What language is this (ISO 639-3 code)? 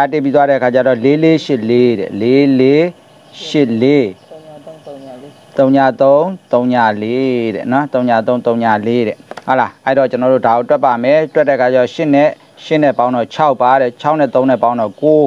mya